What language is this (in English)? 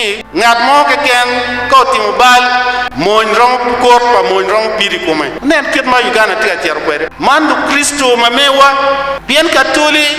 Acoli